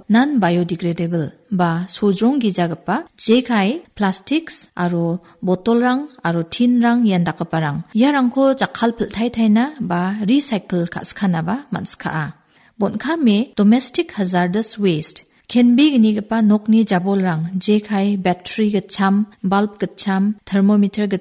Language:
Garo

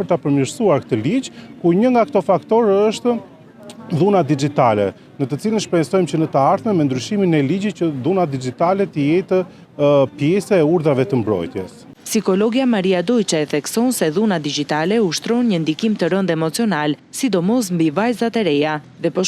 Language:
Albanian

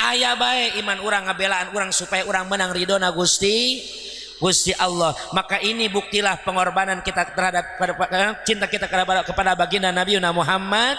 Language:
Sundanese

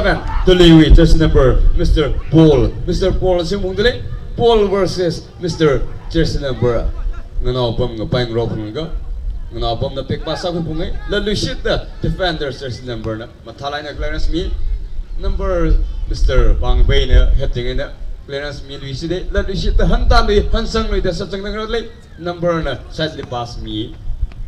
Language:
Tangkhul Naga (India)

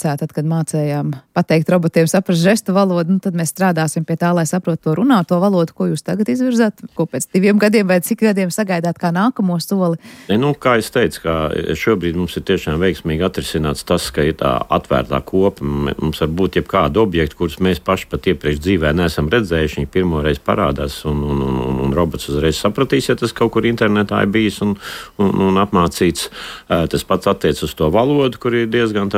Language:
Latvian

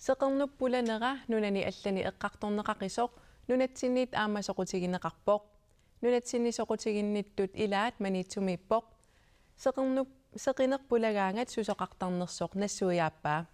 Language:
Kalaallisut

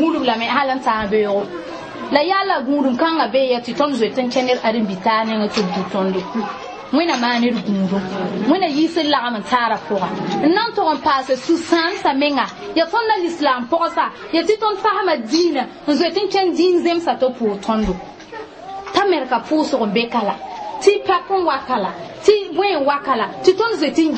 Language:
Mossi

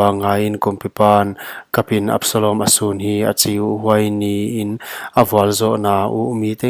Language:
Paite Chin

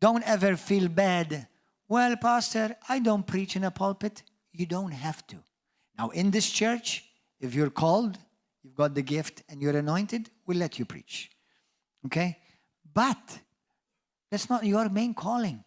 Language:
English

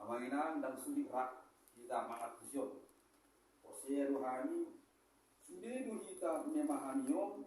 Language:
Batak Toba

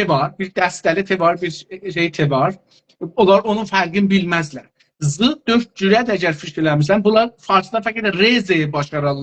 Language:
South Azerbaijani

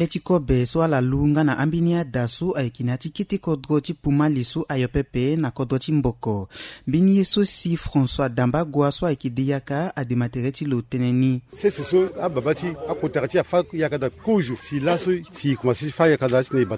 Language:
Sango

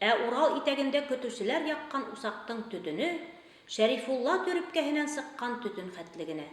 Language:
Bashkir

